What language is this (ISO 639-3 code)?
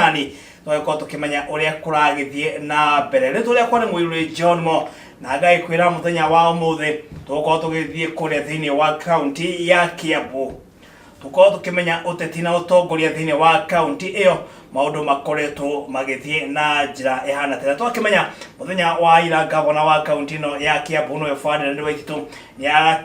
kik